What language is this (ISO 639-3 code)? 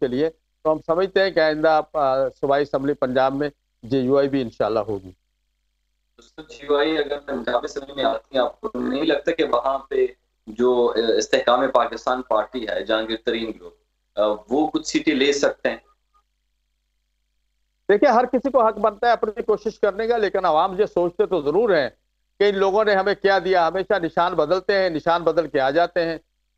urd